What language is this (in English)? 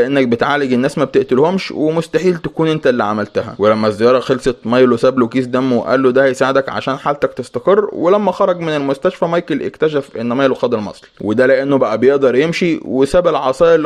Egyptian Arabic